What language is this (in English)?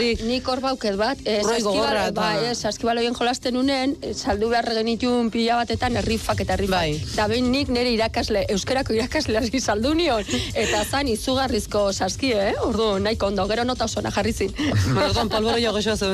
Basque